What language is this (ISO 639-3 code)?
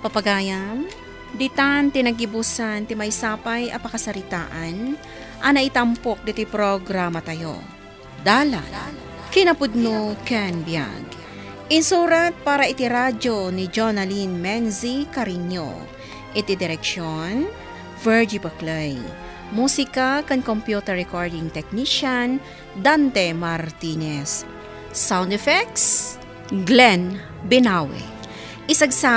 ilo